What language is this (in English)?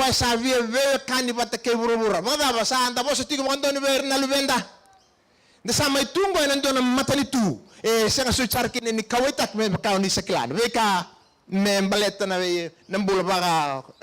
Fijian